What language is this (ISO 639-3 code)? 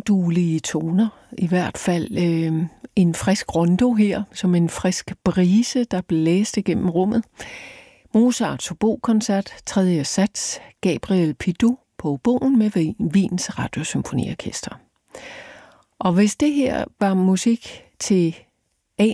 dan